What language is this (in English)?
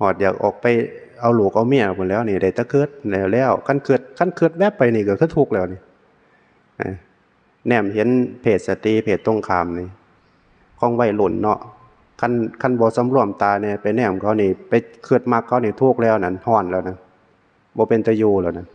Northeastern Thai